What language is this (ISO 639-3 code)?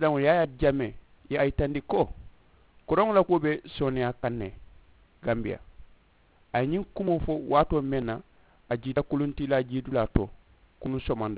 man